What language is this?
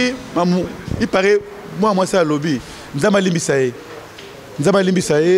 Lingala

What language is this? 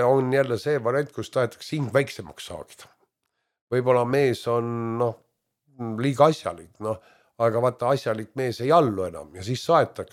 Estonian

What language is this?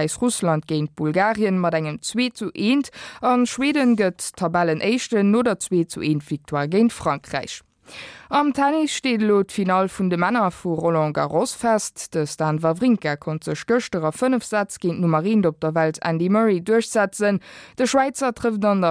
Luxembourgish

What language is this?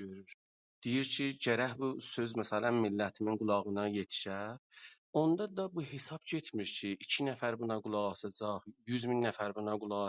South Azerbaijani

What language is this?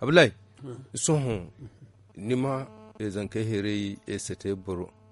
Zarma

